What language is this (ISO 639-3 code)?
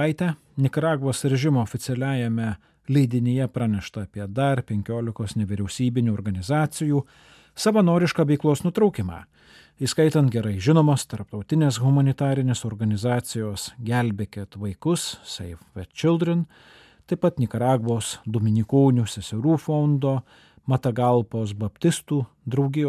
lit